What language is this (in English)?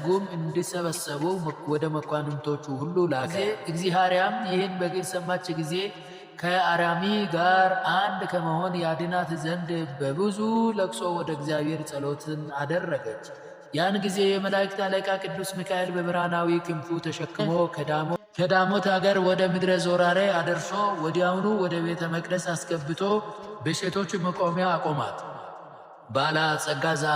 Amharic